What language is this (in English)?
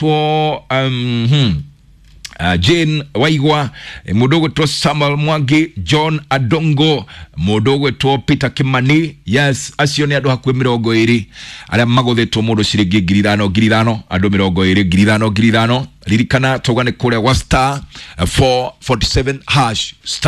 Kikuyu